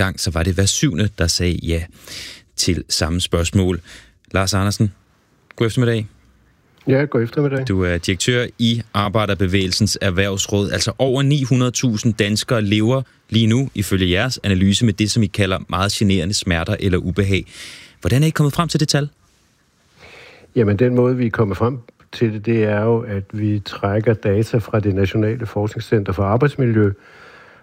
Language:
Danish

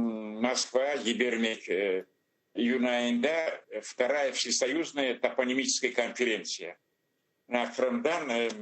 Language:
Crimean Tatar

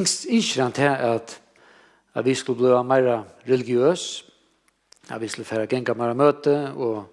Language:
Faroese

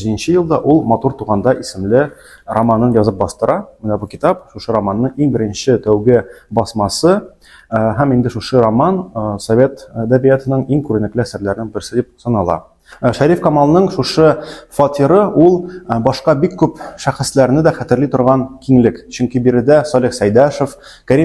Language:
Tatar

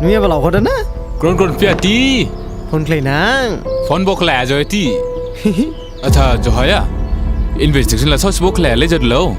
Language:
Dimasa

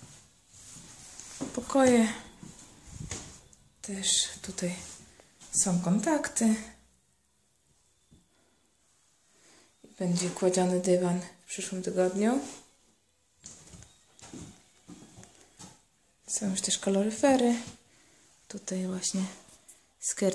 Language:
Polish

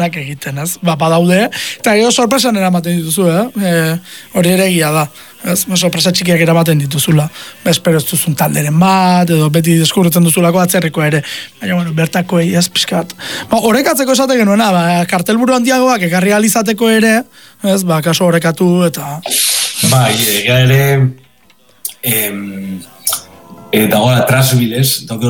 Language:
Basque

